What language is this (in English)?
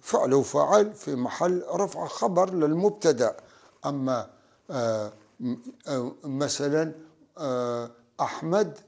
North Levantine Arabic